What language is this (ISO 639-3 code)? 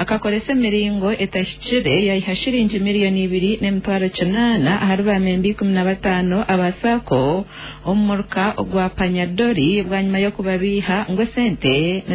nyn